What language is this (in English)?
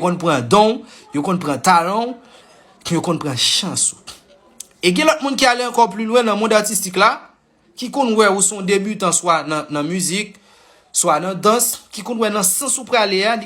Haitian Creole